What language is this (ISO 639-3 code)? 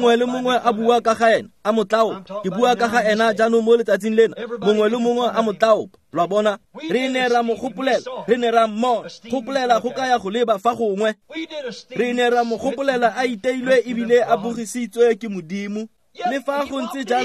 tsn